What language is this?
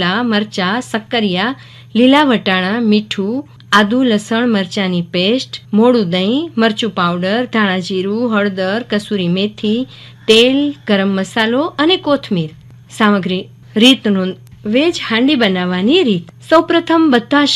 Gujarati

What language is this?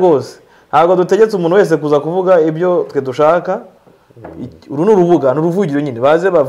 Kinyarwanda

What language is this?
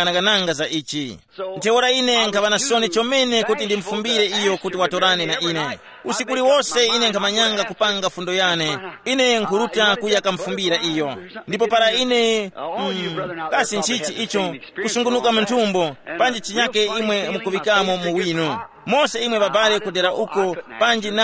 Tumbuka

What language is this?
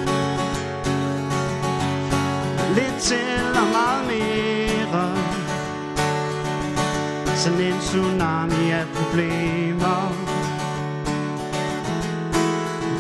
Danish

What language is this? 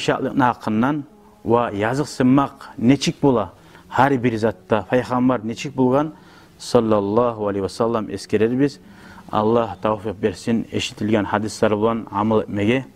Kumyk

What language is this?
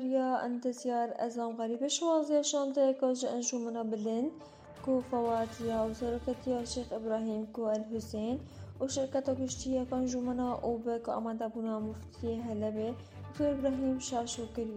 Kurdish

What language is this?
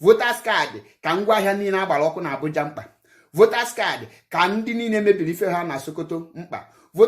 Igbo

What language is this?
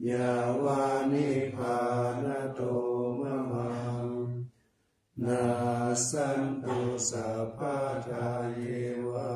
Pali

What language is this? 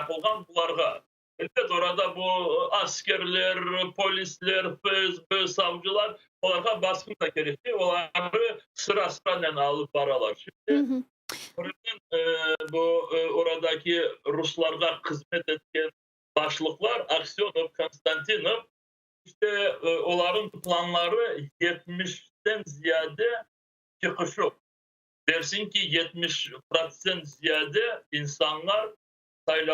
Crimean Tatar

